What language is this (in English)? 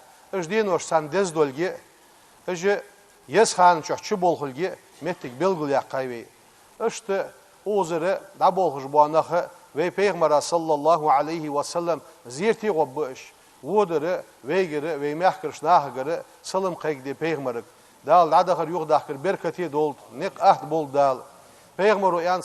Ingush